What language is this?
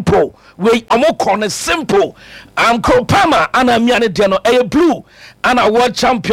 Akan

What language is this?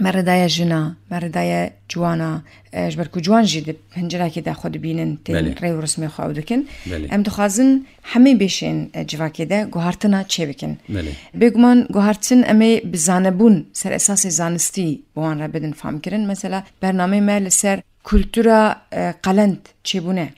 Kurdish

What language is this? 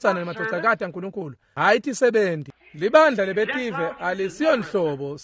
Swati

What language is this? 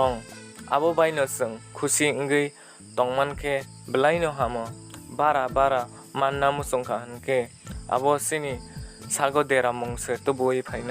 Kok Borok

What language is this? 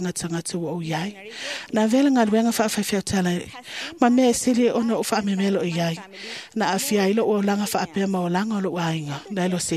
Samoan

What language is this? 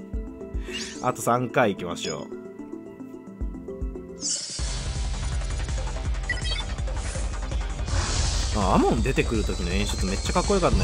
Japanese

